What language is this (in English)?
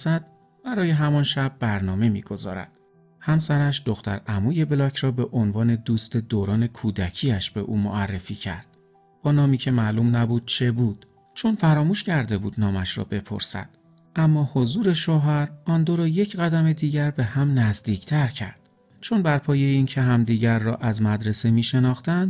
Persian